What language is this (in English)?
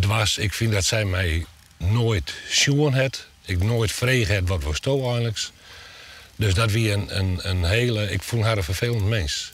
Western Frisian